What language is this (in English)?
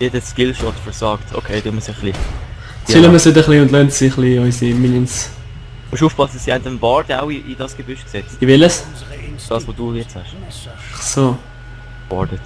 Swiss German